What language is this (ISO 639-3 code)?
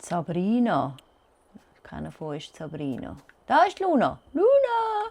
gsw